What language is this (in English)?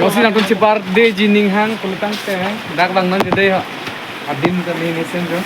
Karbi